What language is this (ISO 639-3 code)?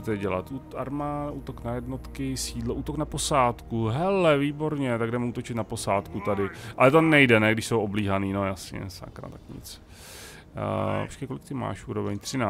ces